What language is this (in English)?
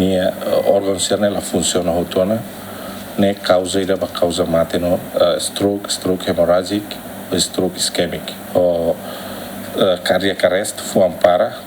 Tetum